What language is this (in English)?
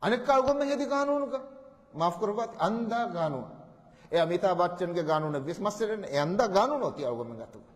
Divehi